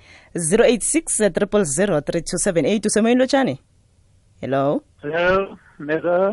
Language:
South Ndebele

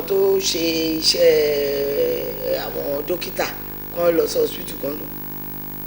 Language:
Yoruba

